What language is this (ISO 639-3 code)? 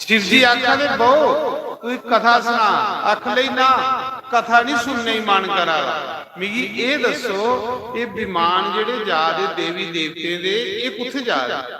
doi